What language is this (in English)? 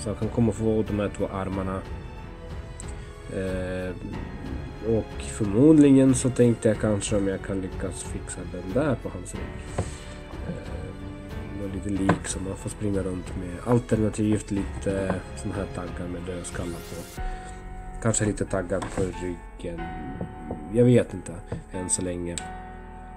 Swedish